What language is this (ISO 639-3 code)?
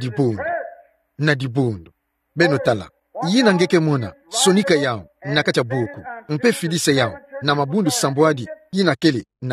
ktu